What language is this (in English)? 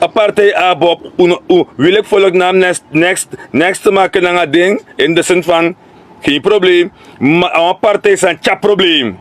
Sranan Tongo